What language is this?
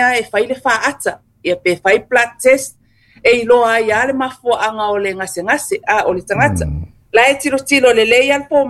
Samoan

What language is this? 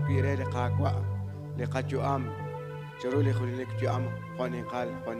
Kekchí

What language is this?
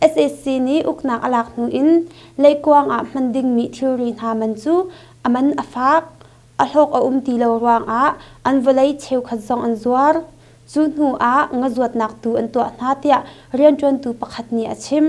Hakha Chin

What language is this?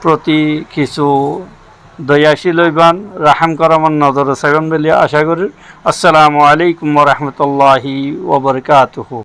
Rohingya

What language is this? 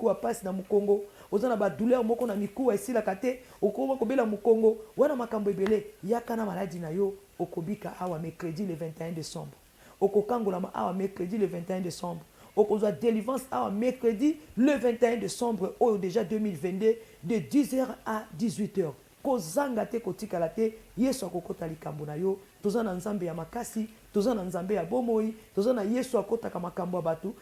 Lingala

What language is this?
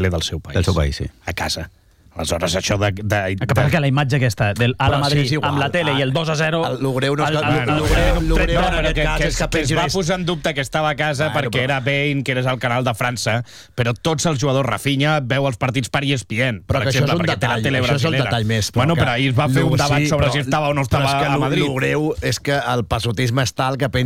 Catalan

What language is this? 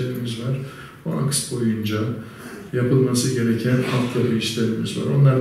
Turkish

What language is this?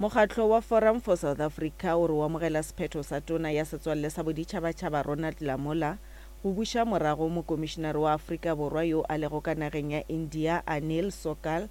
Northern Sotho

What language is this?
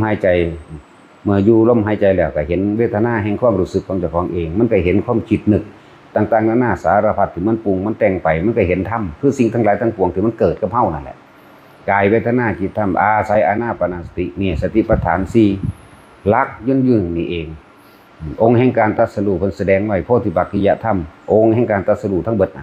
Northeastern Thai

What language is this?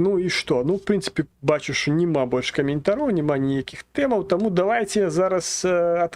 Belarusian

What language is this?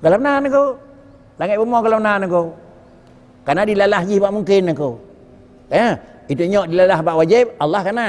Achinese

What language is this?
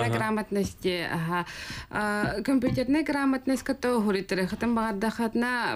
Yakut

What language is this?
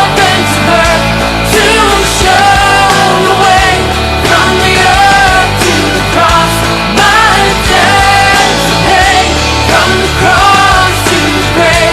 Tangkhul Naga (India)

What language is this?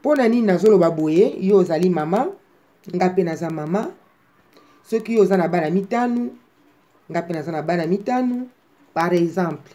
Lingala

